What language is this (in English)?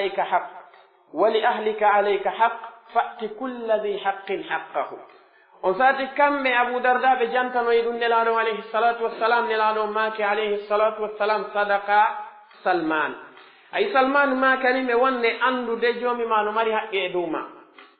Pular